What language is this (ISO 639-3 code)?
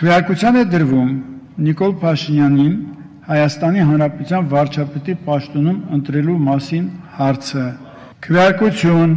hye